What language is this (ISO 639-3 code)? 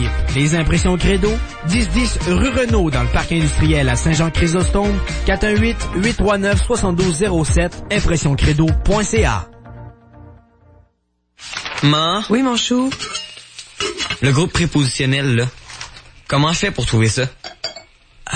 fra